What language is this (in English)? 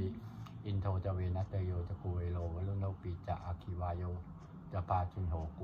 Pali